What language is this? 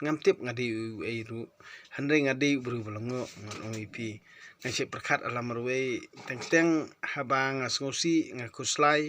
Khasi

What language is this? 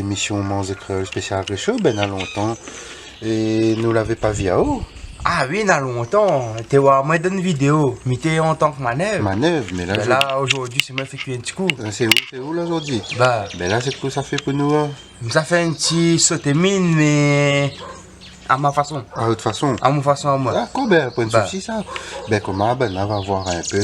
Réunion Creole French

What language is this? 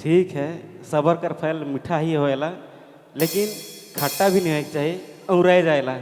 Sadri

